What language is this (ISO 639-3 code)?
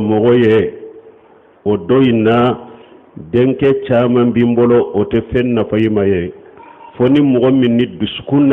bam